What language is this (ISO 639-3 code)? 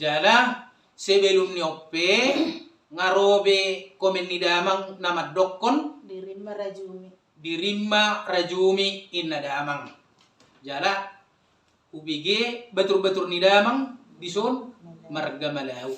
bbc